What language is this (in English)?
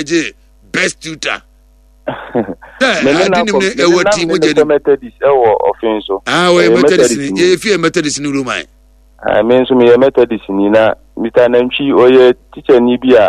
Akan